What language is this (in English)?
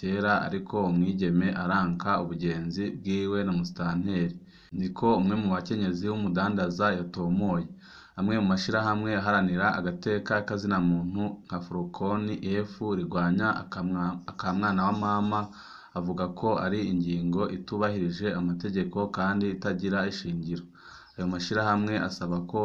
Rundi